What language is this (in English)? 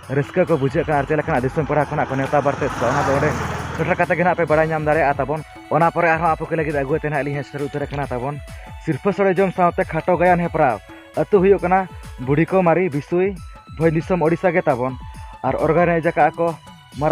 Santali